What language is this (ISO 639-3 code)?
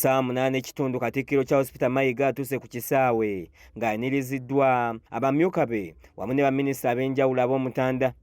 lug